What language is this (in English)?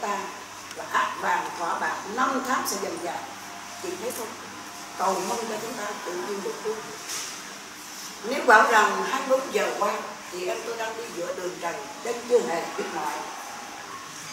Vietnamese